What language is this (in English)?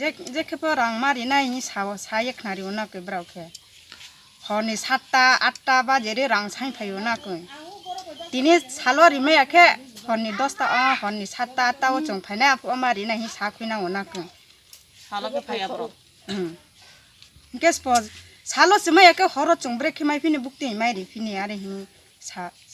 Kok Borok